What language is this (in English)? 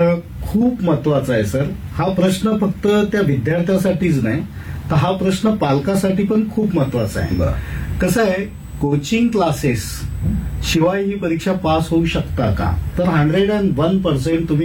Marathi